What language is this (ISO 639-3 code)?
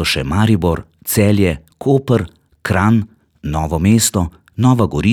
slv